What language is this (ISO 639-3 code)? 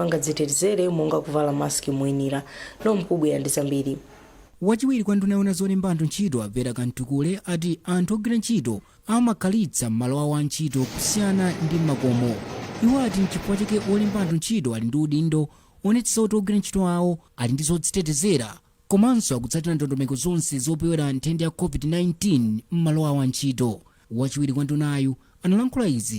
nya